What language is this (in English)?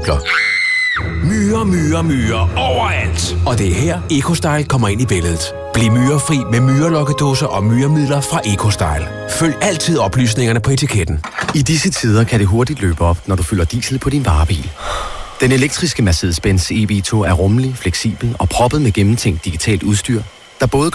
Danish